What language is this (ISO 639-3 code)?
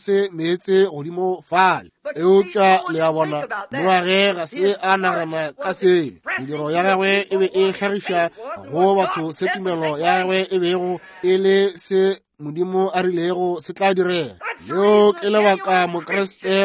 nso